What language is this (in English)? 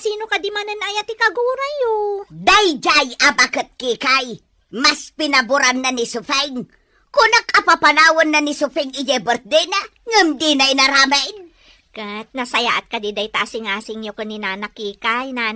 Iloko